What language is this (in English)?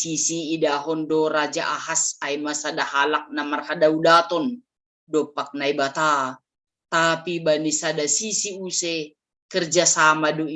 Batak Simalungun